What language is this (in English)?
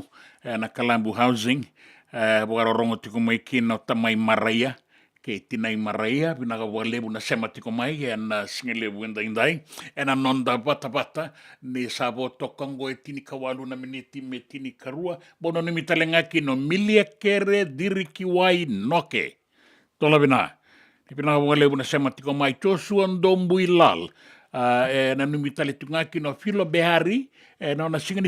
Fijian